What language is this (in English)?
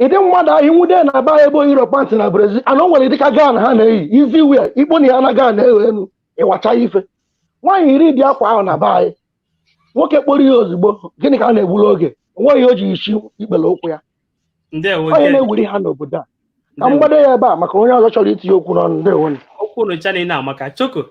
Igbo